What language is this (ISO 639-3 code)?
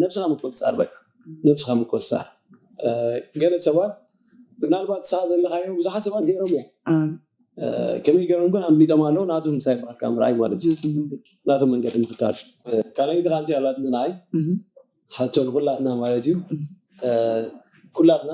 tir